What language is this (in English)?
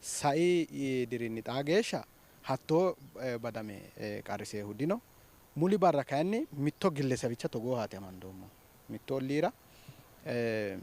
Sidamo